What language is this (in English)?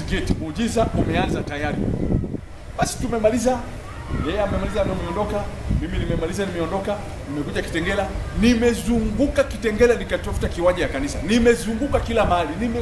Swahili